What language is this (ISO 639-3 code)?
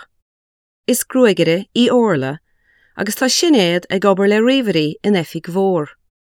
gle